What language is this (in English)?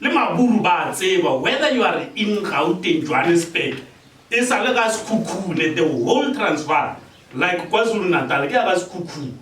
Northern Sotho